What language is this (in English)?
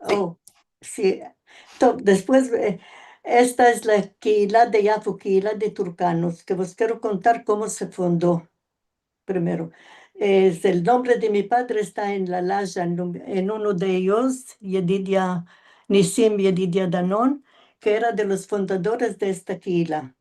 Ladino